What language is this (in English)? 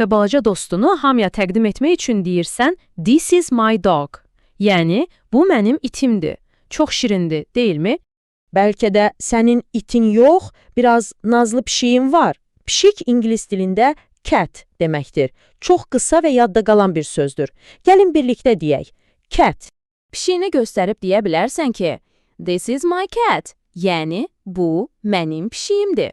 Azerbaijani